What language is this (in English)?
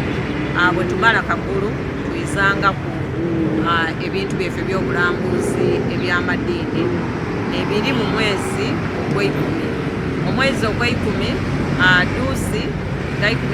Soga